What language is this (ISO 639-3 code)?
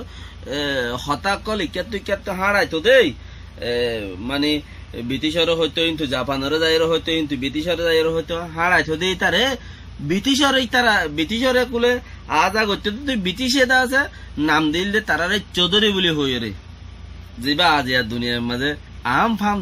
rhg